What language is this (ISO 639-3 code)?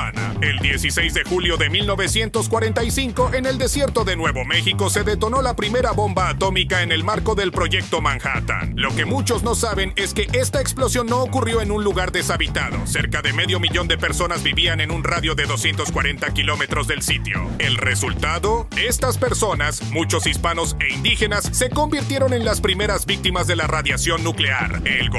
spa